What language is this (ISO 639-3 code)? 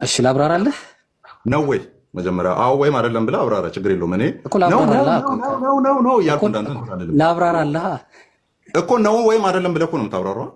amh